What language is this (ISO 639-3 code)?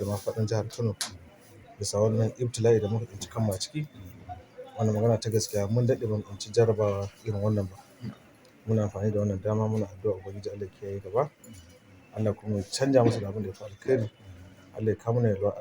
hau